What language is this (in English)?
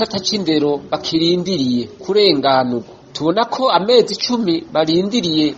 Rundi